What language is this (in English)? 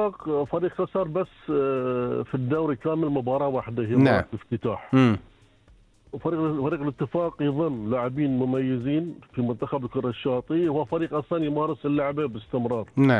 Gulf Arabic